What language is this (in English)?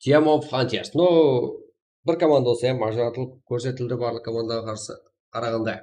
Kara-Kalpak